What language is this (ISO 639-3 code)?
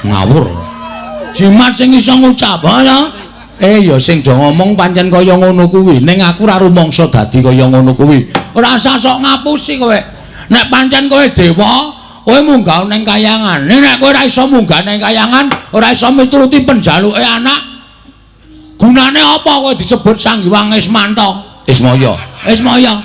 jav